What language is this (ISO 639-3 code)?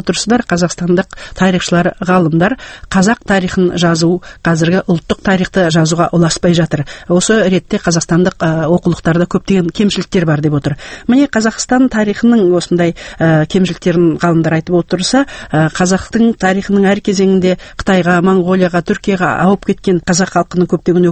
kaz